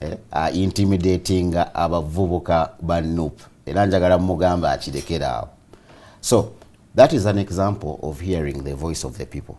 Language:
Ganda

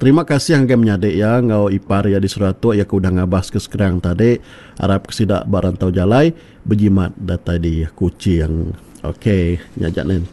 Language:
Iban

